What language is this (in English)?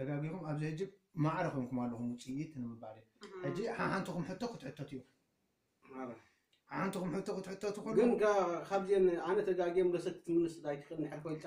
Tigrinya